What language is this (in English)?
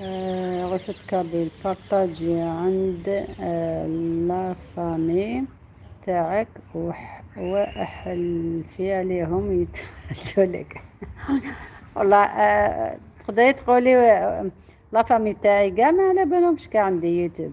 Algerian Arabic